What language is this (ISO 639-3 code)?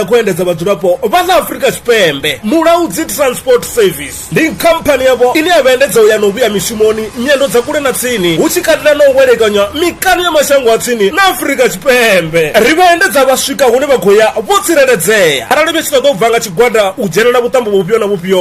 ven